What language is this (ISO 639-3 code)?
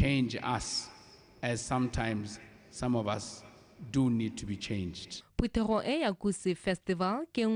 tsn